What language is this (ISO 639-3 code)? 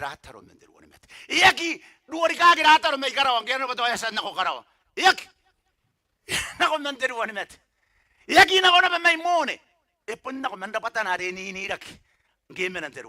gil